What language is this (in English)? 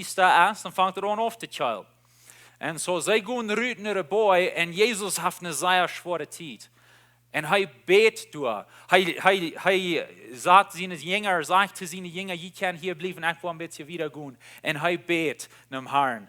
Plautdietsch